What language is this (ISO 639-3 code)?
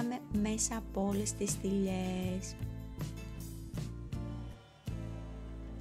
ell